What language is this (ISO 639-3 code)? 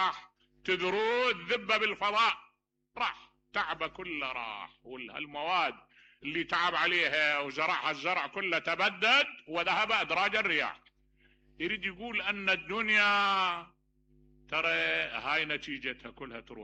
acm